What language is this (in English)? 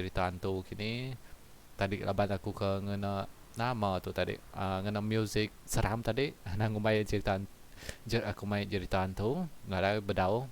Iban